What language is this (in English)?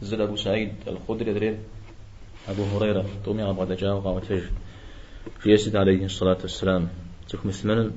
Kabardian